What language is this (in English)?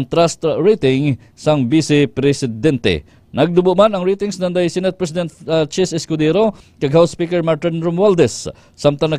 Hiligaynon